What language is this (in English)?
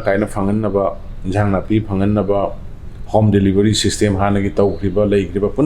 Manipuri